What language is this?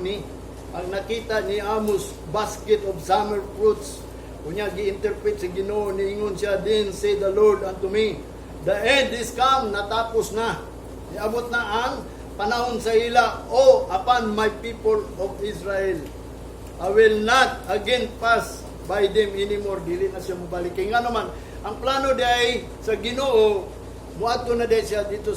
Cebuano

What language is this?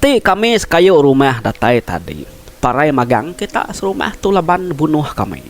Iban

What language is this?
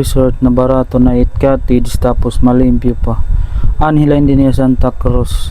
Waray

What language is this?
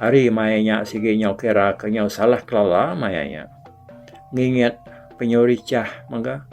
Iban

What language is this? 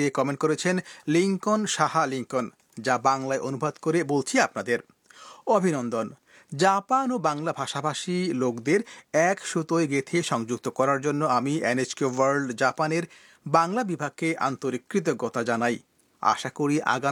Bangla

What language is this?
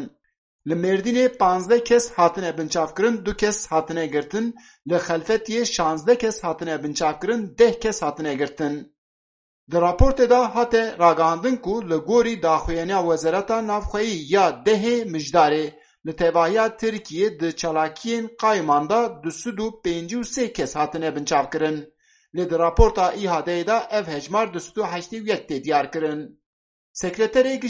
Kurdish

